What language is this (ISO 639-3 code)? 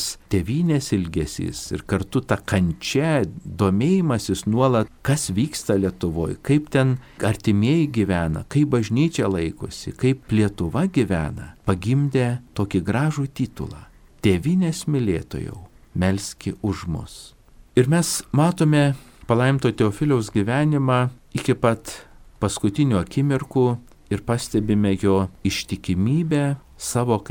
lit